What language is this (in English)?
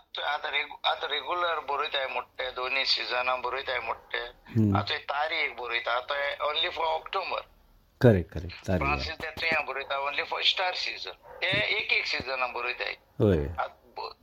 Konkani